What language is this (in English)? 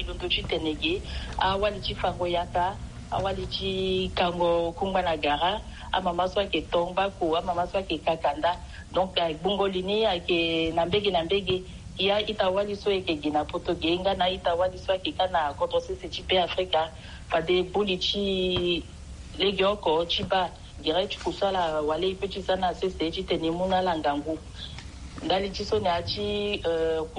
Sango